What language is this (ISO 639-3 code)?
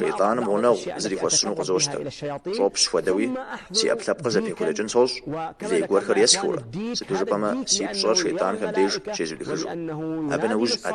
kbd